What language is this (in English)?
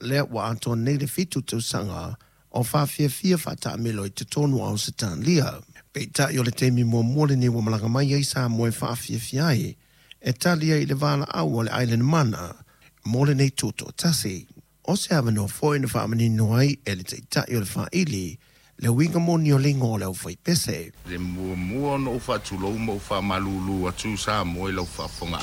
Samoan